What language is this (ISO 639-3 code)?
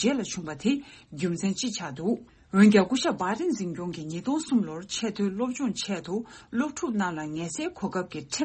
bod